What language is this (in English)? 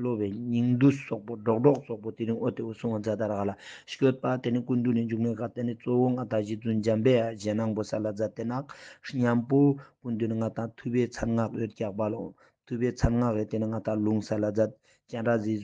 Ladakhi